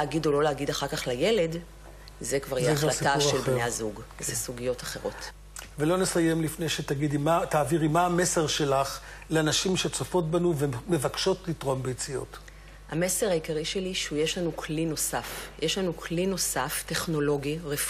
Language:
Hebrew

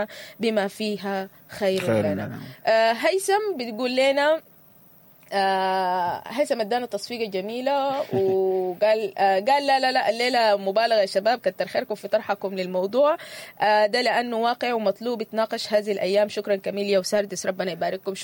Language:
Sudanese Arabic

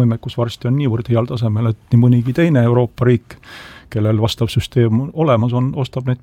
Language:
Estonian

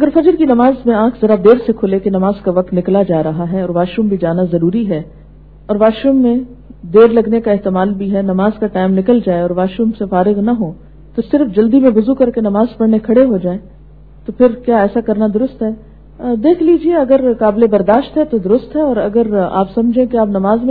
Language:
Urdu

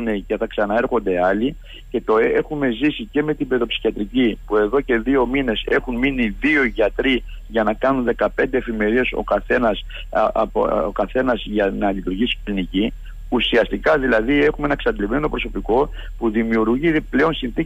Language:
Greek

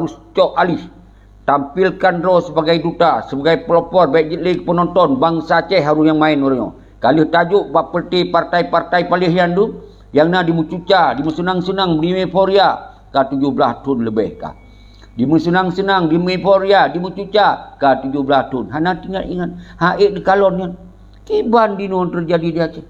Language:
Achinese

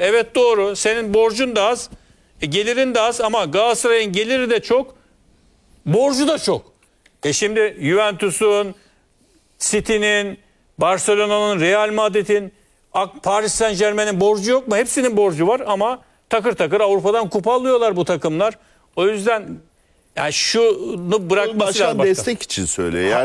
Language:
Turkish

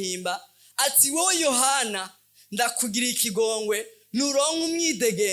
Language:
Rundi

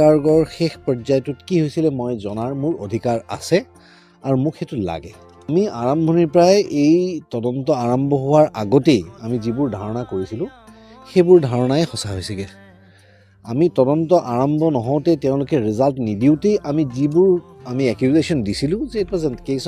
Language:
Assamese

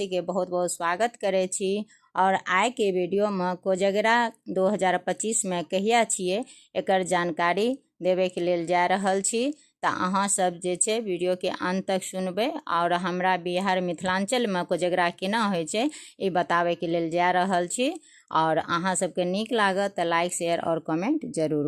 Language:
Maithili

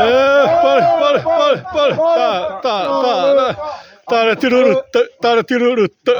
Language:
Xavánte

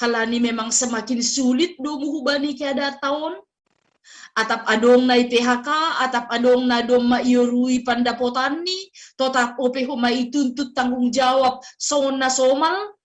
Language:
Batak Simalungun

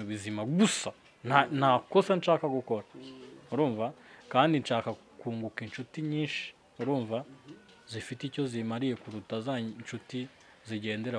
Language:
Kinyarwanda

